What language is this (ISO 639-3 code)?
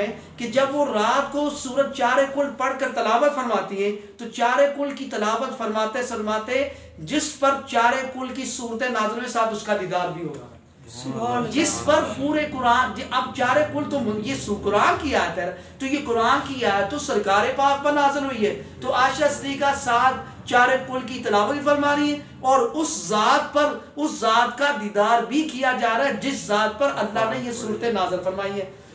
urd